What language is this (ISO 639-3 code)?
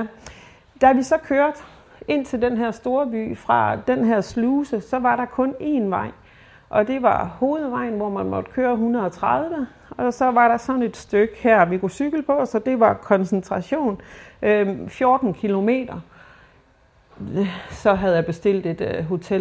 dan